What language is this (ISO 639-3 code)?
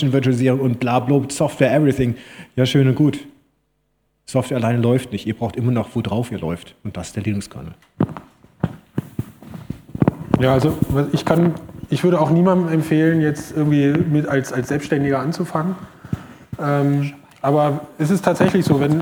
deu